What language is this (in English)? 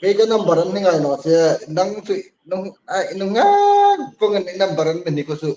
Hmar